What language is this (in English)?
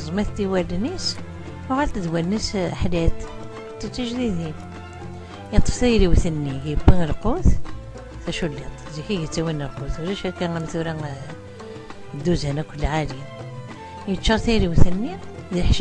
Kabyle